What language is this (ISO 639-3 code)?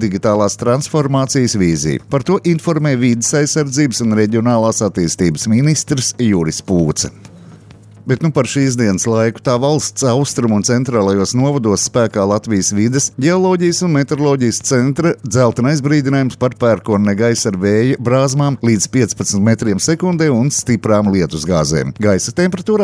lav